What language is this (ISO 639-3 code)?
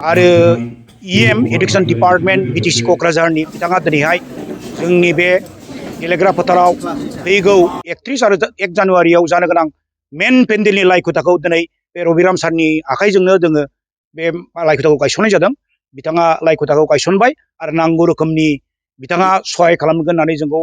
brx